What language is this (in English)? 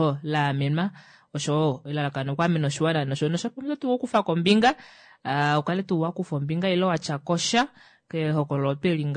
Kuanyama